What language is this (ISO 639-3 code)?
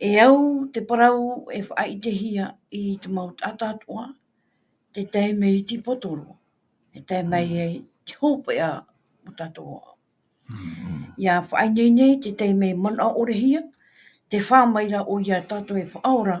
tah